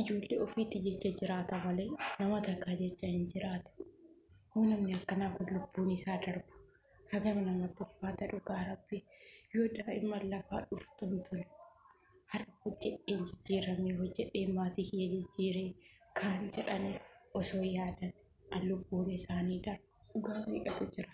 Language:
Oromo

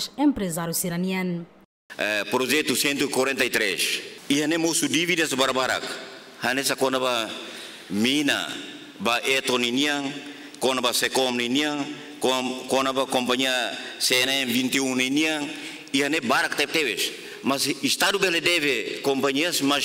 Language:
Tetum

